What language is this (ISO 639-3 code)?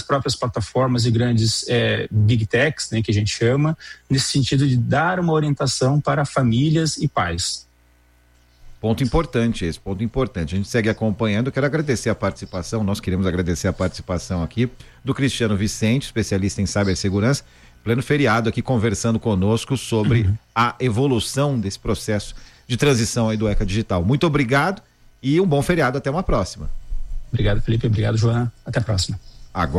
por